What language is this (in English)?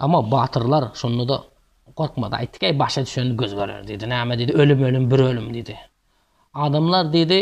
Turkmen